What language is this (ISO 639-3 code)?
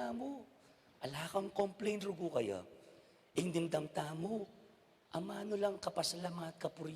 pam